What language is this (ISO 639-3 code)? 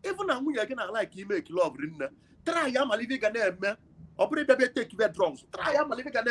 ibo